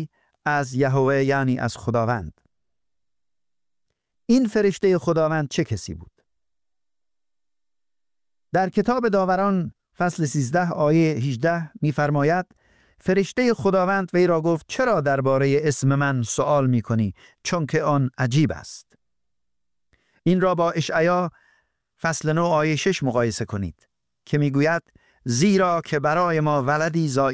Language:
Persian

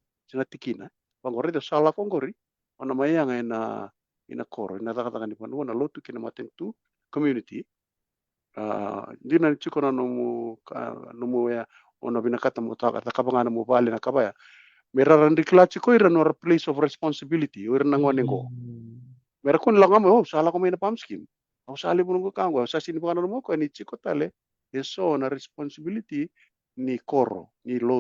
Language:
Fijian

